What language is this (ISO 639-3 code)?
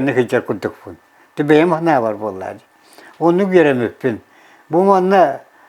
sah